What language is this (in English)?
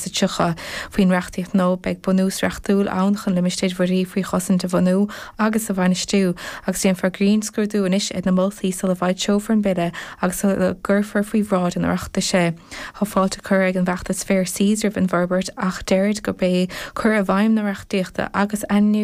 Irish